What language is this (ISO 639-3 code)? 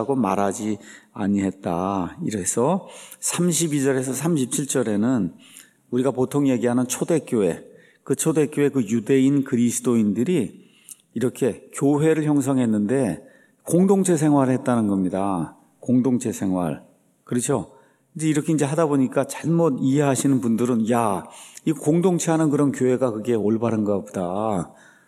kor